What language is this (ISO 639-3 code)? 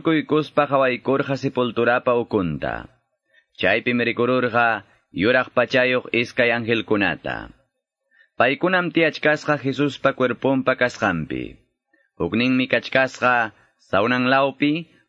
que